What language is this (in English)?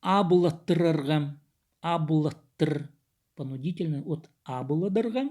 Khakas